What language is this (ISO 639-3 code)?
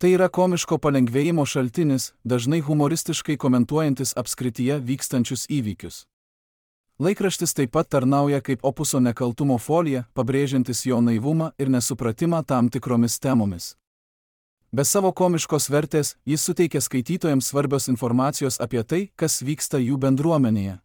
lit